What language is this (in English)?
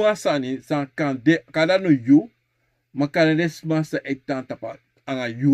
Sranan Tongo